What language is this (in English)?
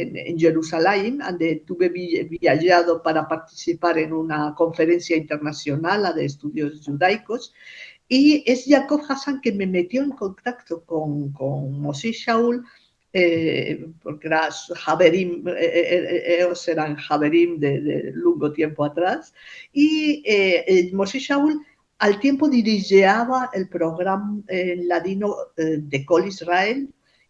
Ladino